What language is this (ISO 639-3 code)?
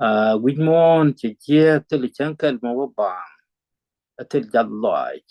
nus